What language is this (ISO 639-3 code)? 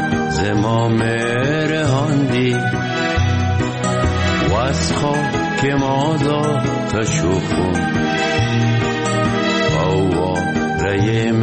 fas